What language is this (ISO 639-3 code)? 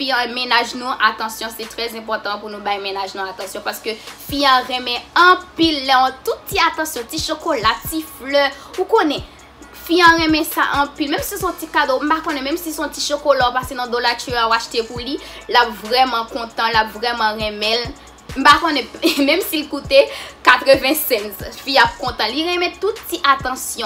hat